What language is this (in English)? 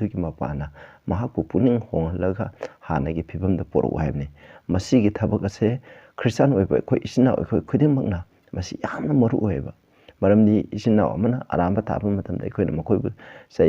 Manipuri